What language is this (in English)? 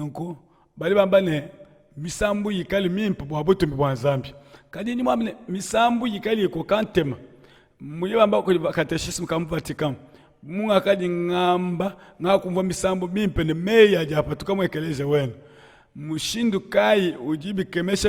Luba-Lulua